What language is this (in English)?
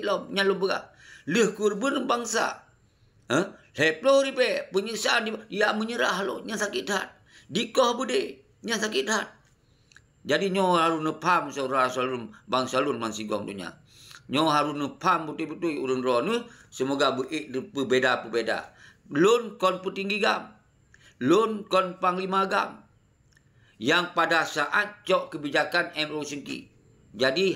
Achinese